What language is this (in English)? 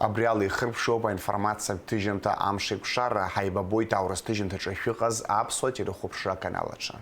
Abkhazian